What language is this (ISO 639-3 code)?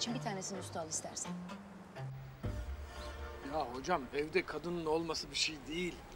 tur